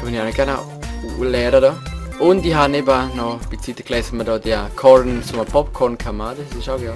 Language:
Swiss German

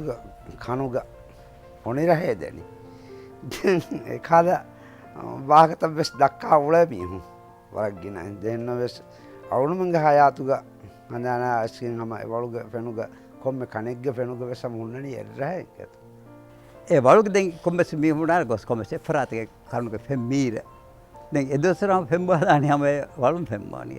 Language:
Divehi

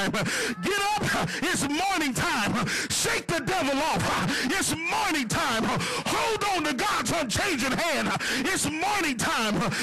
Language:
English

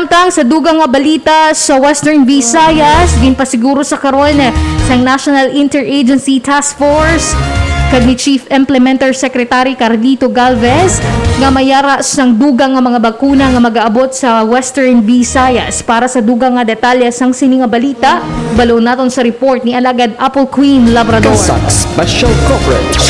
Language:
Hiligaynon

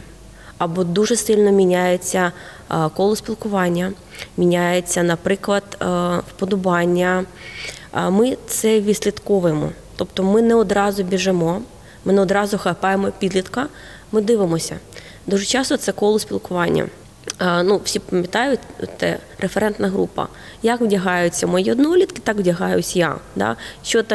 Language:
Ukrainian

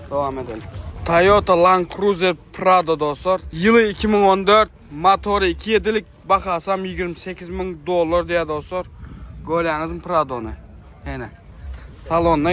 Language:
Turkmen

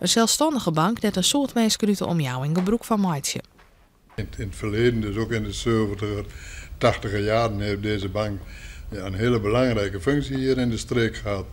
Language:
Western Frisian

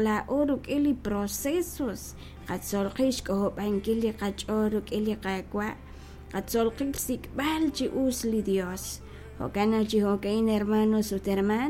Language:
Kekchí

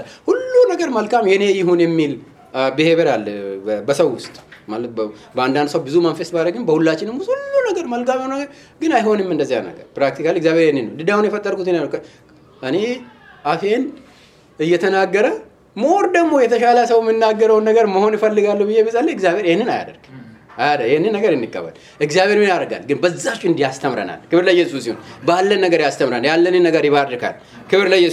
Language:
Amharic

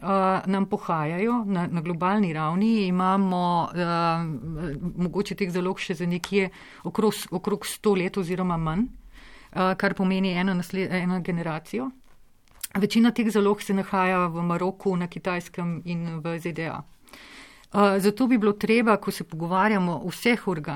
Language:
Slovenian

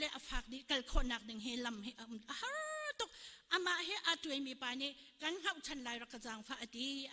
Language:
Hakha Chin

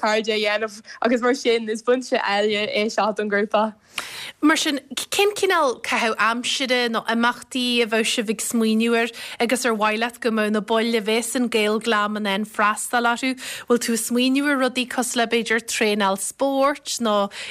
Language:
Irish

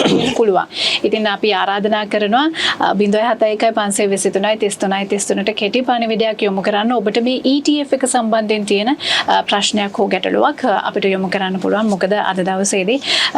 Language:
Sinhala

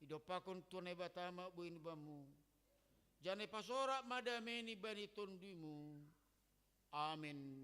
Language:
Batak Simalungun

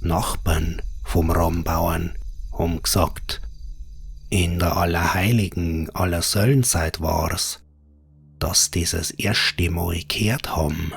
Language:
Bavarian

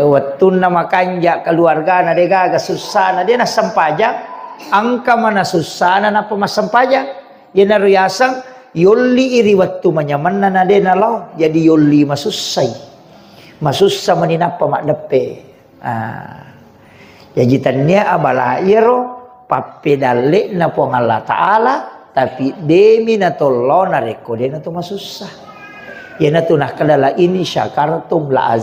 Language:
Buginese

